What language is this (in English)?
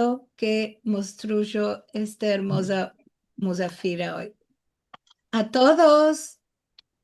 Ladino